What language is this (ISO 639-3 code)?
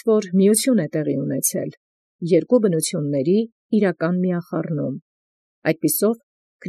hye